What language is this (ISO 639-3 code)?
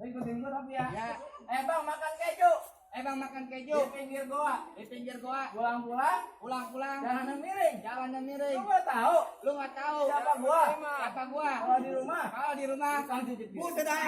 bew